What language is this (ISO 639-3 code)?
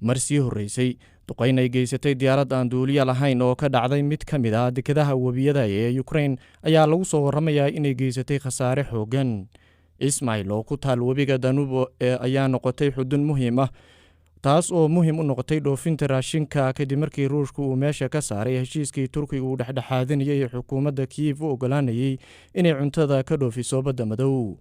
som